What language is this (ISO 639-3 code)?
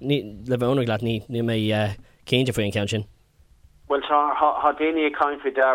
gle